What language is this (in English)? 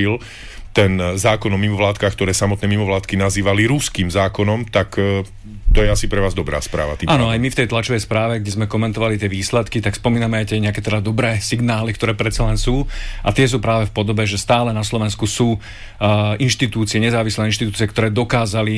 Slovak